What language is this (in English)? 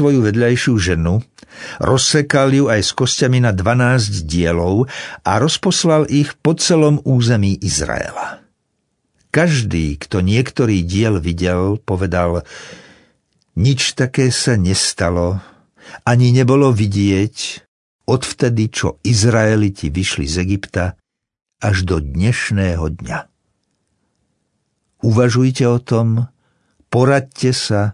Slovak